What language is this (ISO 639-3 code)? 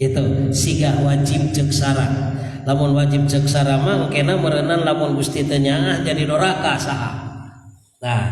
sun